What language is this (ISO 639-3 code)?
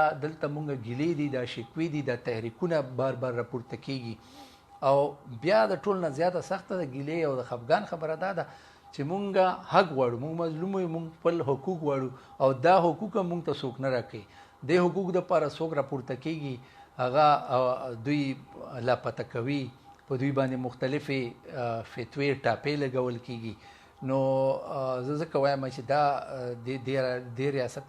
pus